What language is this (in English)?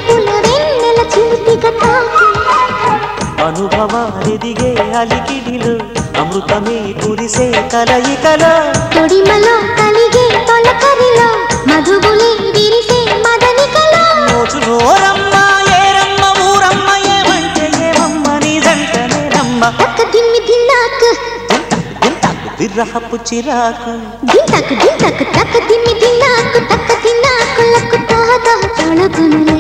Telugu